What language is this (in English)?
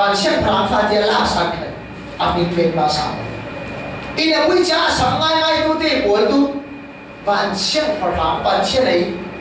Falam Chin